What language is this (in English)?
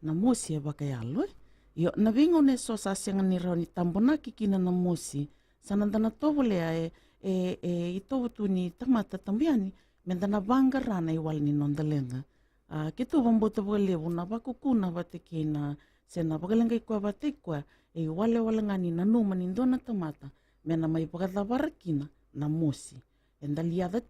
Fijian